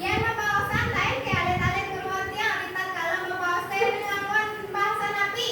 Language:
Balinese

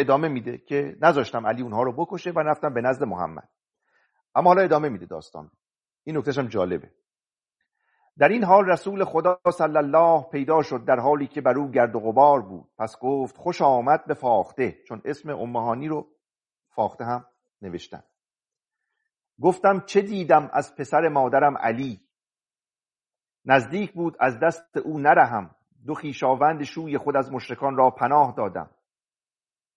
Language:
Persian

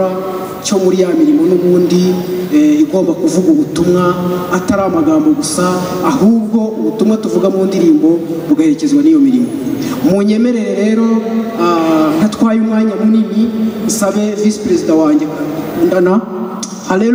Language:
Kinyarwanda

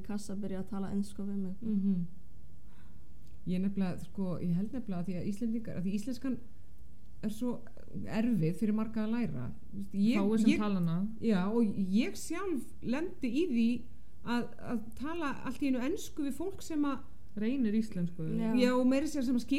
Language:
Icelandic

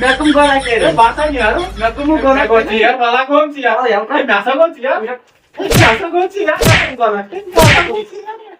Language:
Kashmiri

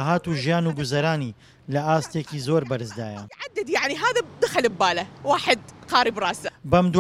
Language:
Central Kurdish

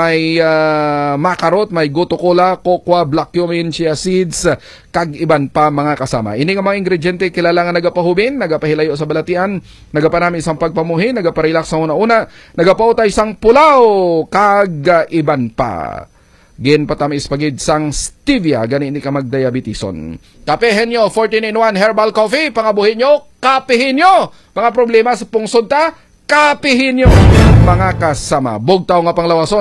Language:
Hiligaynon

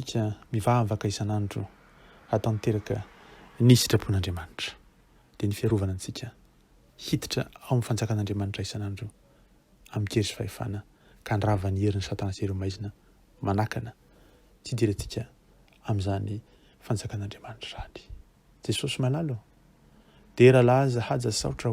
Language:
Malagasy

